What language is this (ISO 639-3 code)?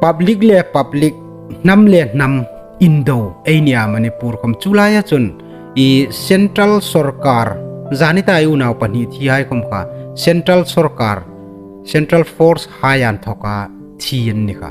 hmr